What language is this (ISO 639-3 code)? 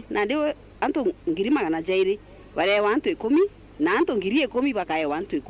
mer